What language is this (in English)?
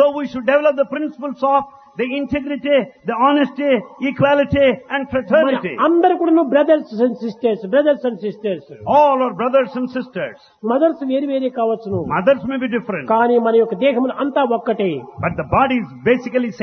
Telugu